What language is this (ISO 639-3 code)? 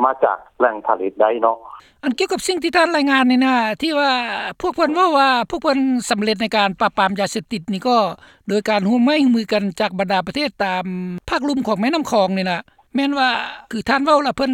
lao